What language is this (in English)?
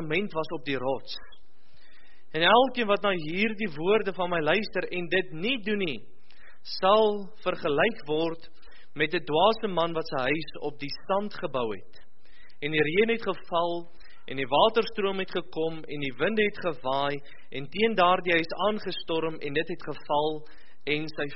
Afrikaans